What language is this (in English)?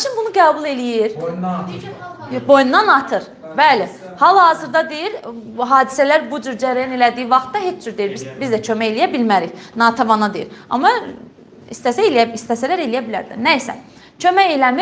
Azerbaijani